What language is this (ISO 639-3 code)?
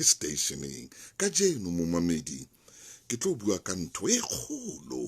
sot